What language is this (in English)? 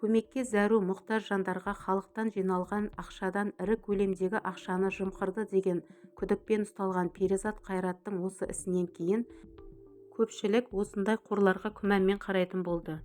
Kazakh